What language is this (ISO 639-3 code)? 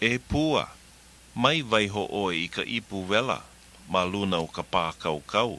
haw